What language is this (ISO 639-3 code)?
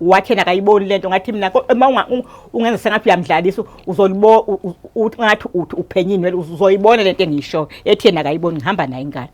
zul